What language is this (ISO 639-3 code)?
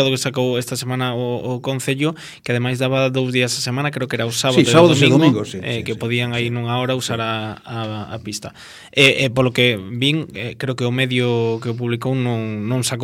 glg